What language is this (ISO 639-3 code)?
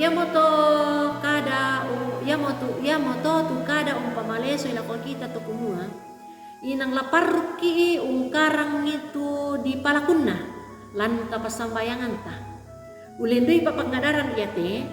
sda